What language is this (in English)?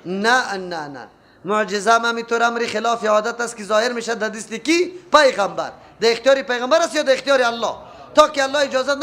Persian